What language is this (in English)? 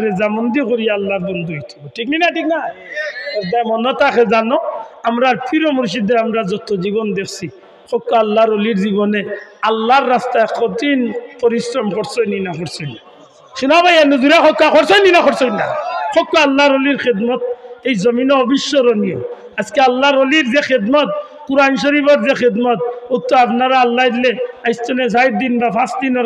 Sylheti